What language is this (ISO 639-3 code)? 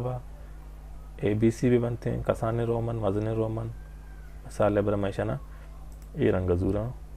bal